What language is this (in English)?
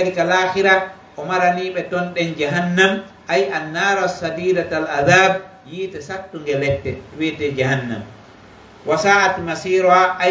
Pular